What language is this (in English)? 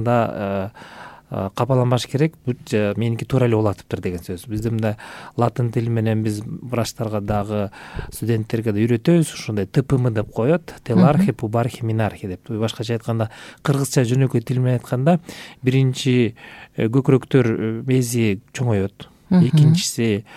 Kyrgyz